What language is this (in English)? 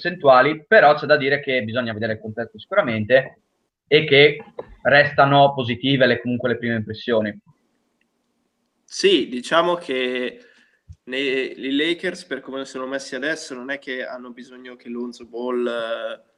Italian